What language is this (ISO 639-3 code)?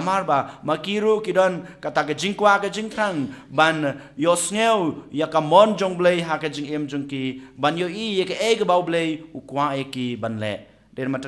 kha